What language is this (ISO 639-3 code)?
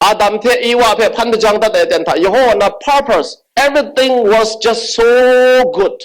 kac